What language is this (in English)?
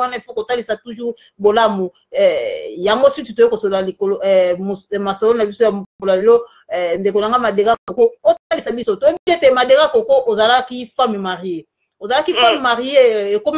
Lingala